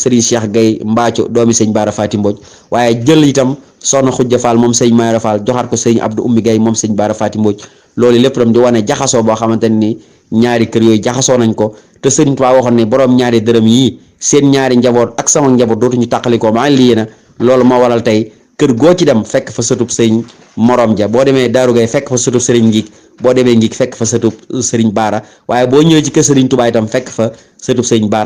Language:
Wolof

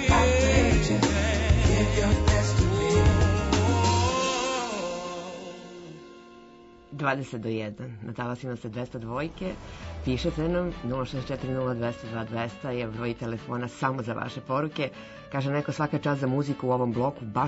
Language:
Serbian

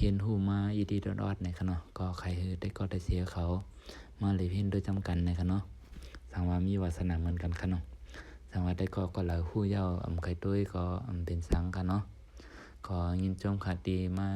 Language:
Shan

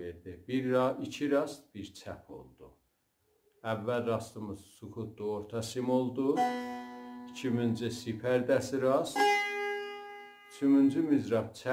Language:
South Azerbaijani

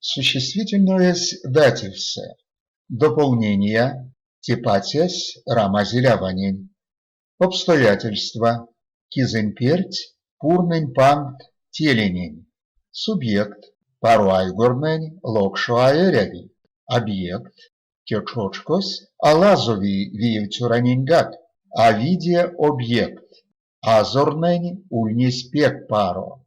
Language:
Erzya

